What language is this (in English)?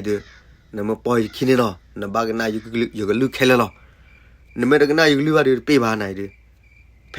S'gaw Karen